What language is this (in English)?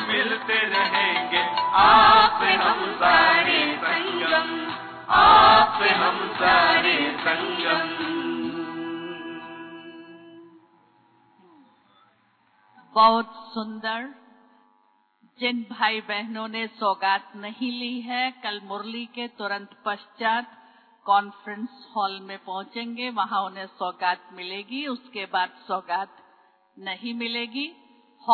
Hindi